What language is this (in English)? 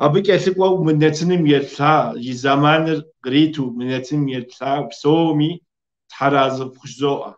Kabardian